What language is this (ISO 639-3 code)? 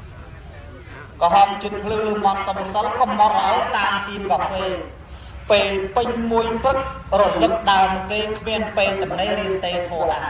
khm